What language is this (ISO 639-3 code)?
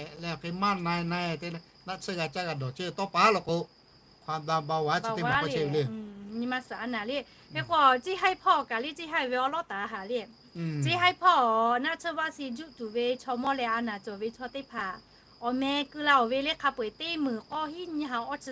lhu